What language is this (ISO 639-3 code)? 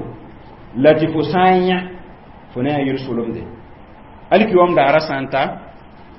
mos